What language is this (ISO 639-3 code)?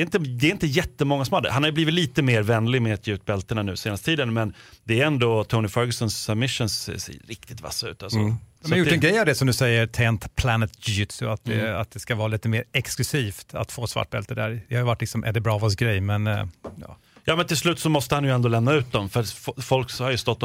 swe